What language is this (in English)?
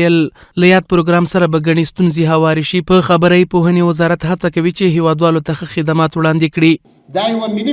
Pashto